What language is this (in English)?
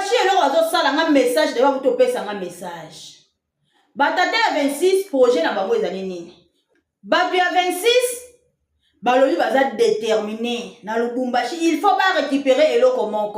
Lingala